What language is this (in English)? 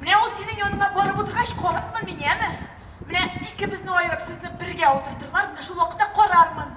Tatar